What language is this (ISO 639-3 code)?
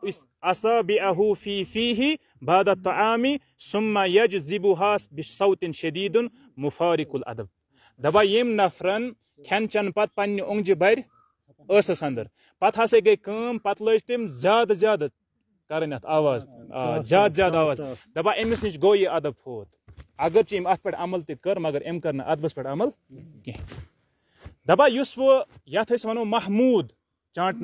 kas